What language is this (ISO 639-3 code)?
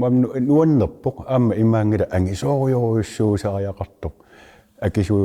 kal